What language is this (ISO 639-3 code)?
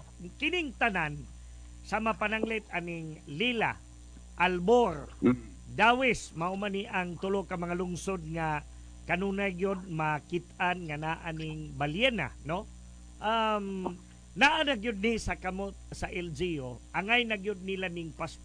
ceb